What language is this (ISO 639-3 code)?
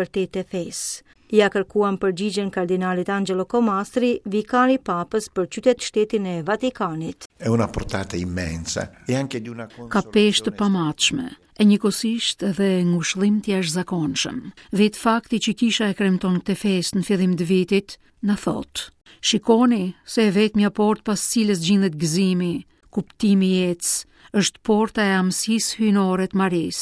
sqi